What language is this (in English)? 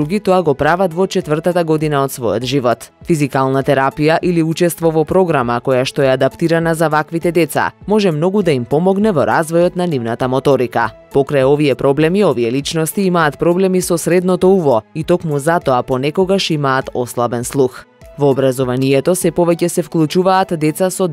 Macedonian